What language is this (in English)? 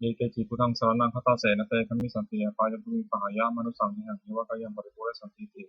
Pali